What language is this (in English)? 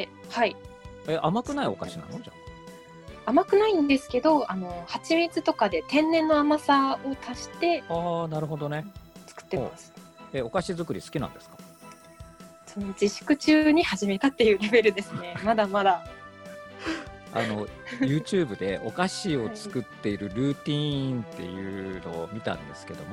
Japanese